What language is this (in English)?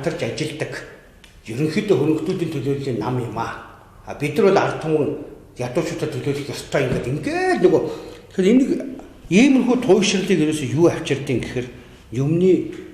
Mongolian